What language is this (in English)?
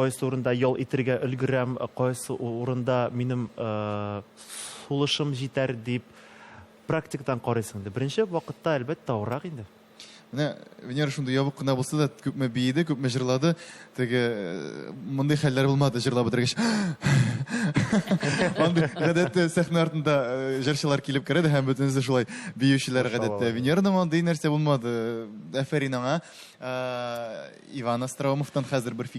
Tatar